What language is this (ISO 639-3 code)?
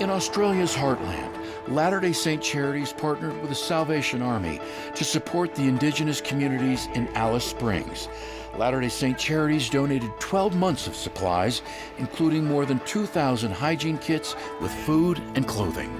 tah